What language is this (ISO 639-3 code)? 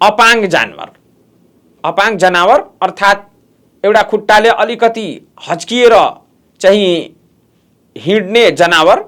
nep